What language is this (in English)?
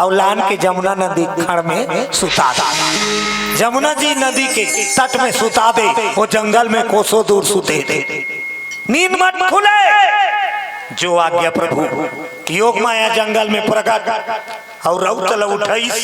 Chhattisgarhi